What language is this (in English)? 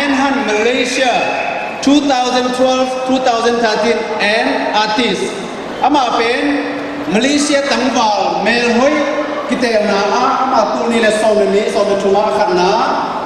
Tedim Chin